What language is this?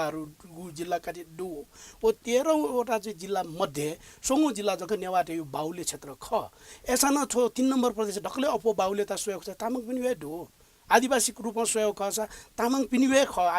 Newari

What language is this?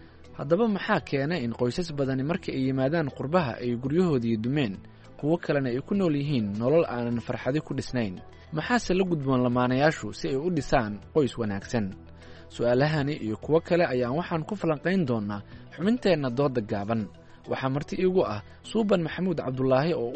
Somali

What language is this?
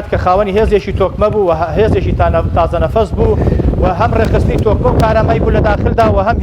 Central Kurdish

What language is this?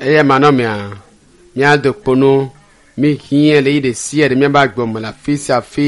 Ewe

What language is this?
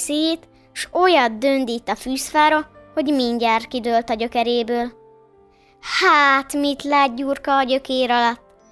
Hungarian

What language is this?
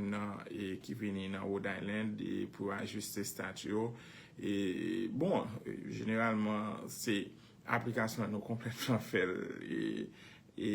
Haitian Creole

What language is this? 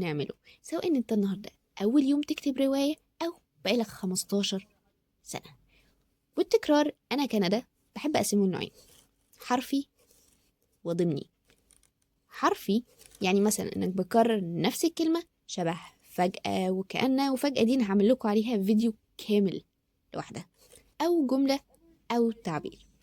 Egyptian Arabic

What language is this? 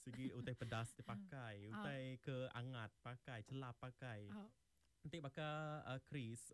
Iban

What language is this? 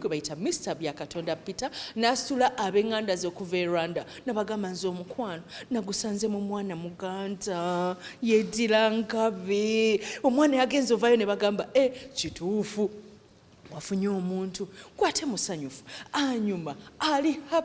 Ganda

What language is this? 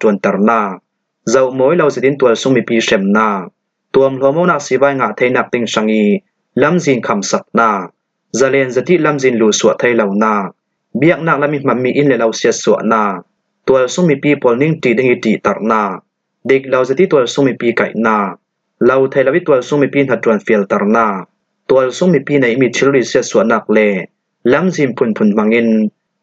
Falam Chin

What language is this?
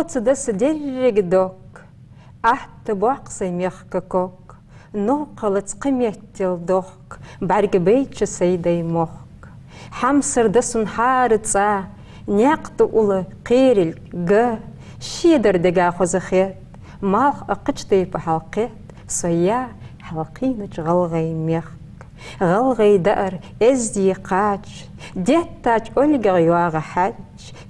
Ingush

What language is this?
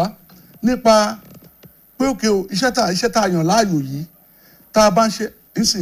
Yoruba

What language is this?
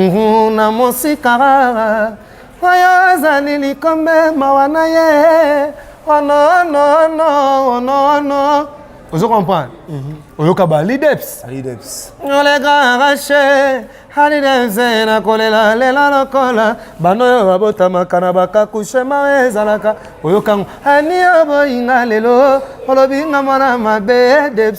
Lingala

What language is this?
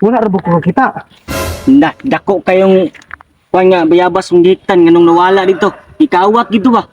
Cebuano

